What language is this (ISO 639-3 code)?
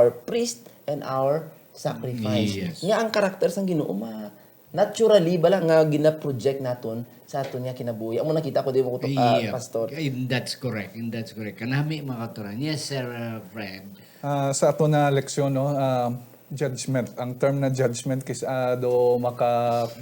hil